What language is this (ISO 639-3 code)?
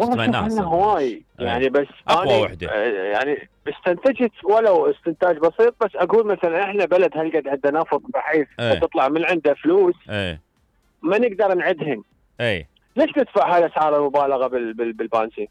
acm